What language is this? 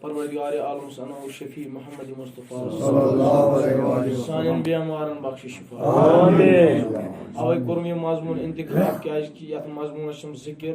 Kashmiri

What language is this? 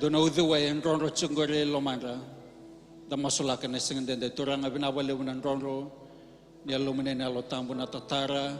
Fijian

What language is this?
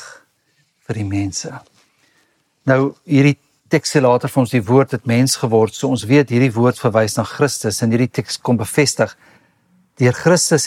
Afrikaans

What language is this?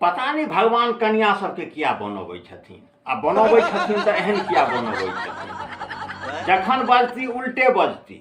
Maithili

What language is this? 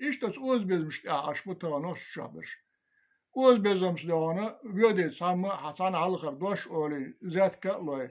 Chechen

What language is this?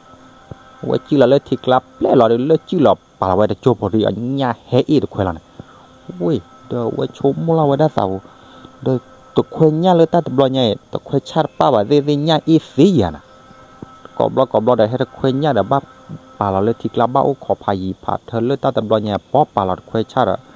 S'gaw Karen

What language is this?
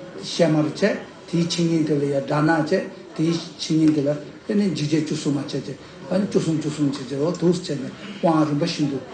Tibetan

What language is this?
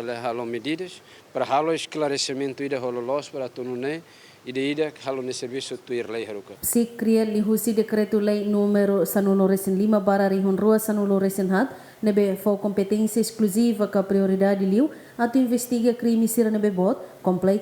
Tetum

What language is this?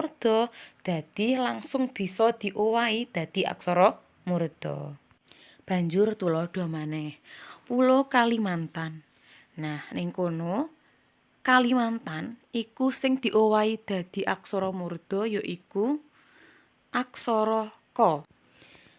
Javanese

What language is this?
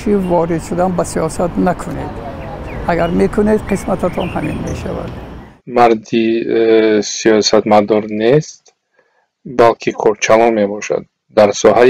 Tajik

